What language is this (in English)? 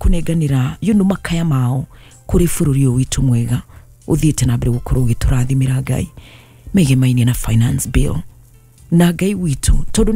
Kikuyu